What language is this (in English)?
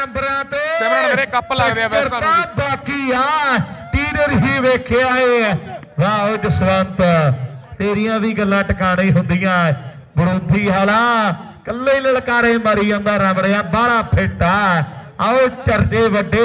Punjabi